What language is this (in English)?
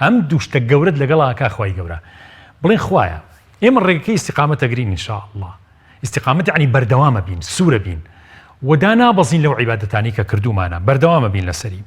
Central Kurdish